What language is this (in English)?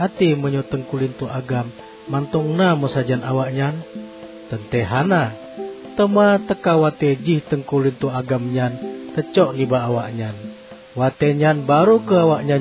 Achinese